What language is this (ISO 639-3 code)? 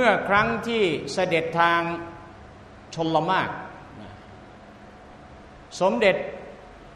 tha